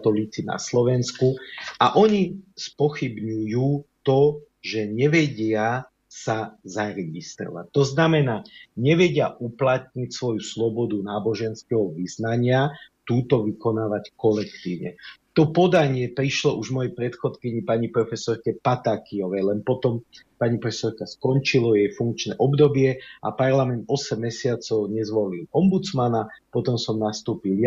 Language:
Slovak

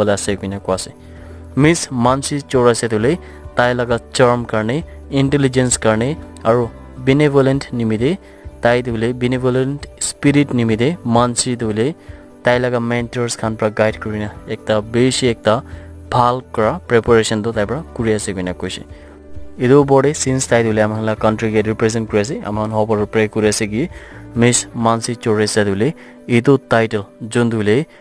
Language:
Naga Pidgin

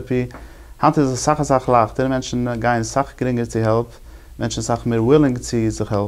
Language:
Yiddish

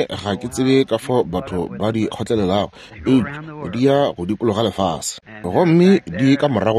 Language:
Northern Sotho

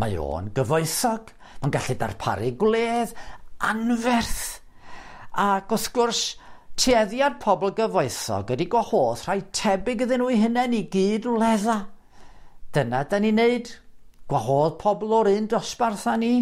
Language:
Welsh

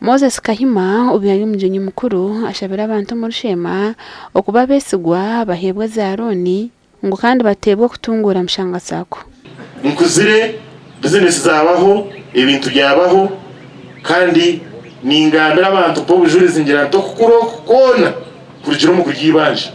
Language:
Nyankole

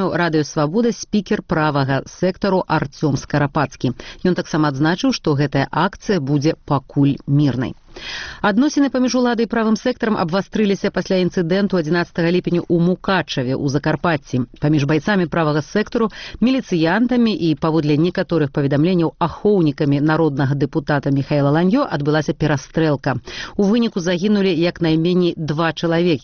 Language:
Belarusian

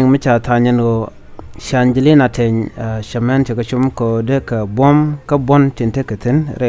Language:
Nuer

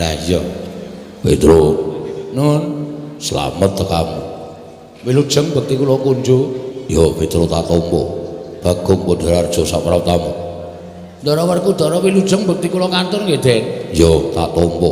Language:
Javanese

